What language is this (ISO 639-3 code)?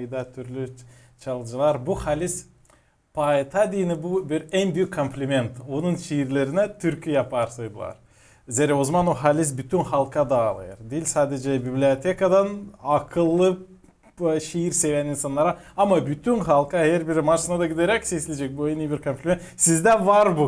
gag